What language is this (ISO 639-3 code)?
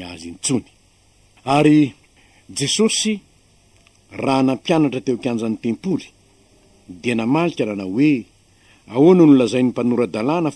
mlg